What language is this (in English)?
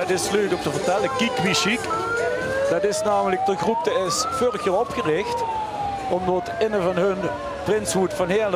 Limburgish